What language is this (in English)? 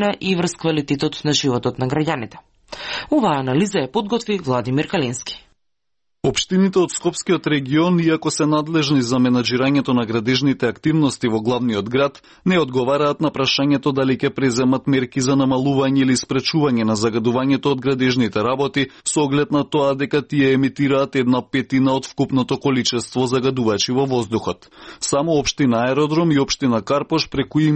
Macedonian